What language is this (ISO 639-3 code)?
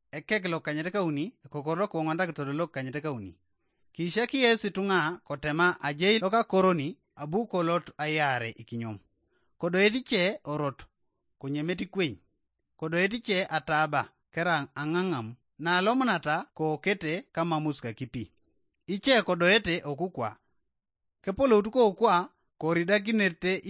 teo